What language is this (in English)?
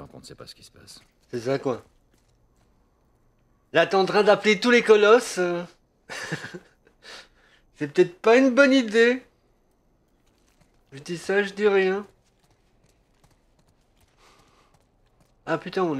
French